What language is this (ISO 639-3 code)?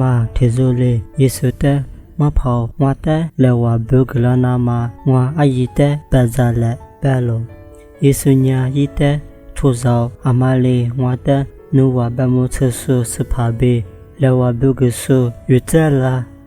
lis